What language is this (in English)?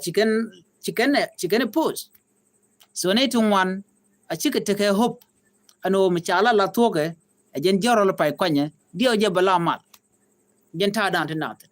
Nuer